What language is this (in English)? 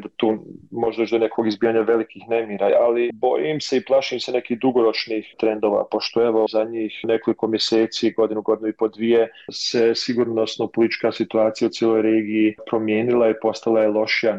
Bosnian